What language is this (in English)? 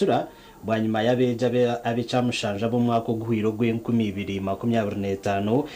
Nyankole